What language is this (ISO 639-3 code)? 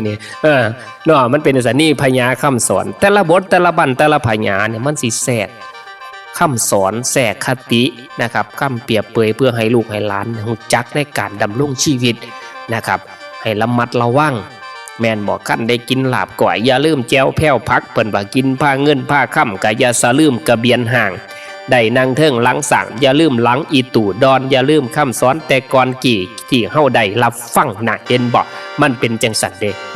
tts